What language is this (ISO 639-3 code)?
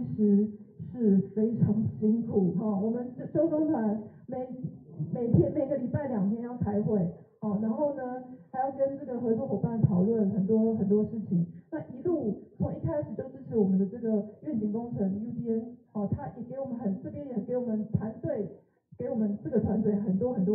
zho